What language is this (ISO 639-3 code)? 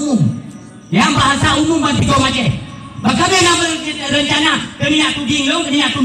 ace